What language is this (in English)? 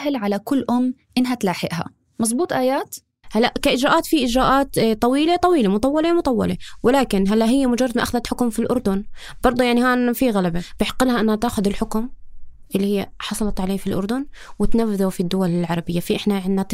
North Levantine Arabic